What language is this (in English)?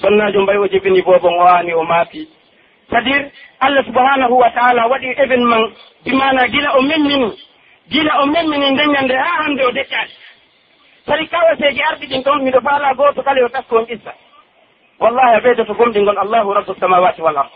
Pular